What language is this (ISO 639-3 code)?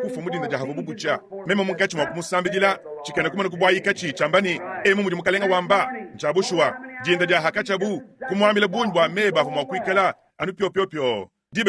lua